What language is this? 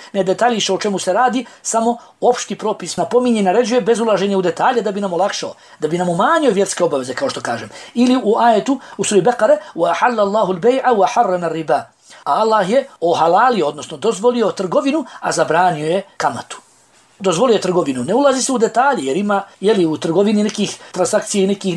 Bosnian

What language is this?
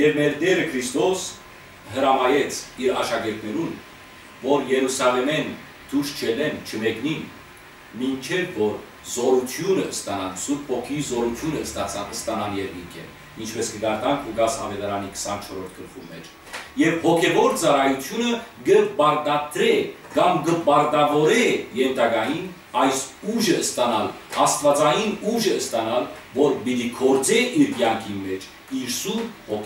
Western Armenian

